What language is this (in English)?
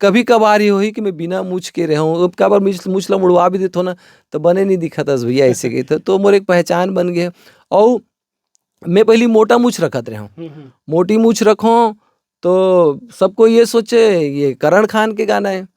Chhattisgarhi